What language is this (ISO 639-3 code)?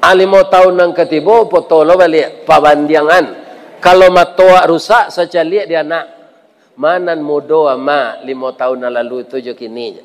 min